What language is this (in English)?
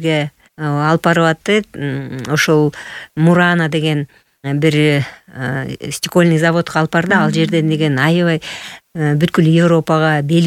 Kyrgyz